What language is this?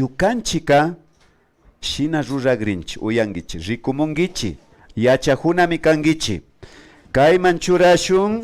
Imbabura Highland Quichua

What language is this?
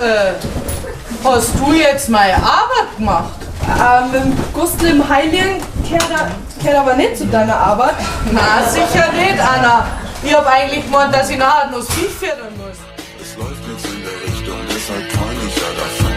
Bavarian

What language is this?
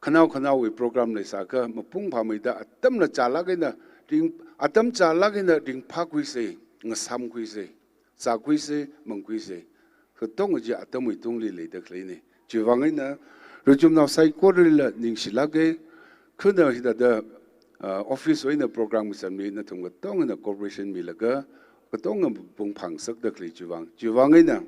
Tangkhul Naga (India)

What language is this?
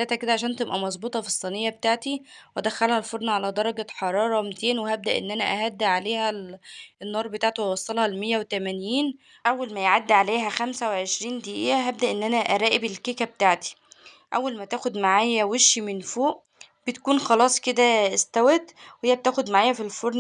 Egyptian Arabic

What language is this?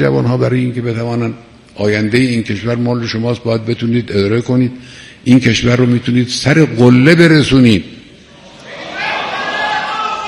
Persian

